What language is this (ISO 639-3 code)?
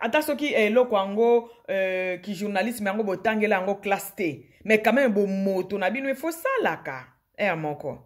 lin